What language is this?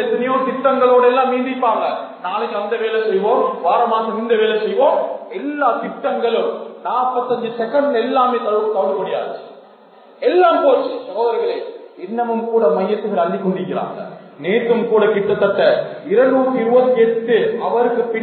Tamil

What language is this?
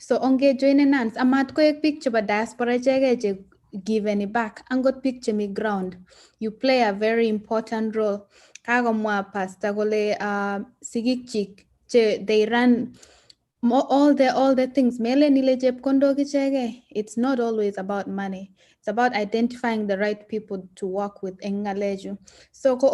Kalenjin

